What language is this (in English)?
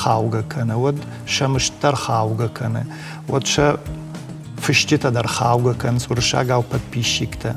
Ossetic